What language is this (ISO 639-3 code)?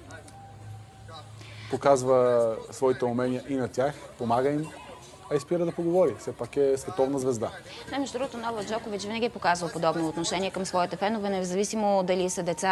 bul